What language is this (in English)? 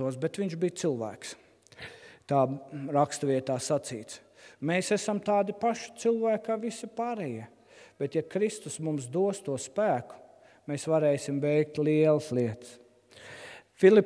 Latvian